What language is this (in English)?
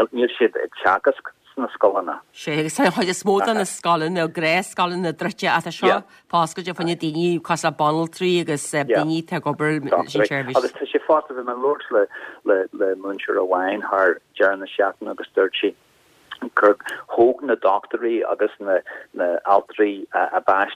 Irish